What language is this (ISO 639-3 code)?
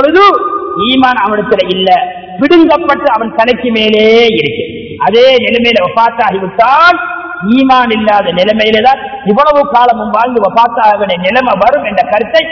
tam